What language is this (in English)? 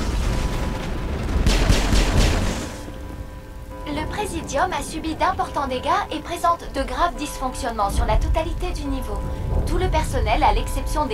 French